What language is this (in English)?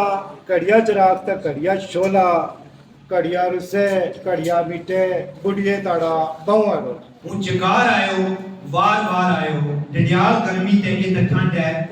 Gujari